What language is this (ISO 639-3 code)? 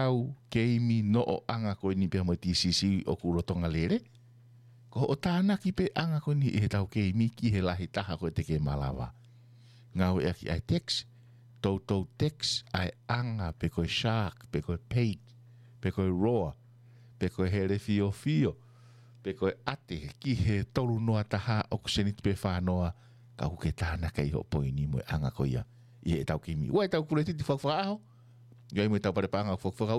ton